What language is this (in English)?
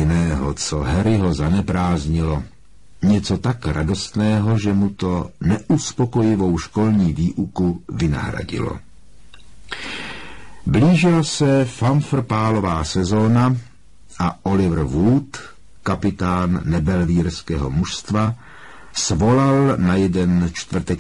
Czech